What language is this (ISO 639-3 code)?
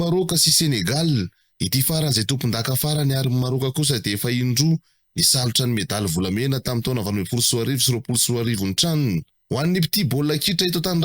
mlg